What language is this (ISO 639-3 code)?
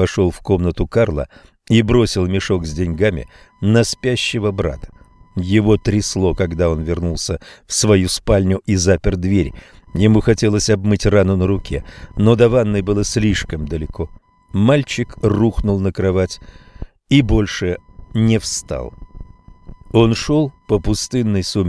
rus